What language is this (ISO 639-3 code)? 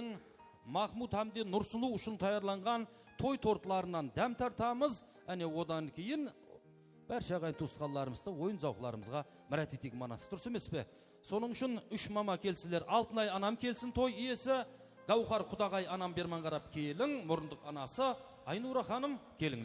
kaa